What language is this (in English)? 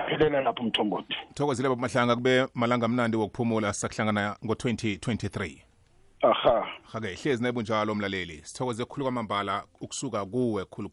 South Ndebele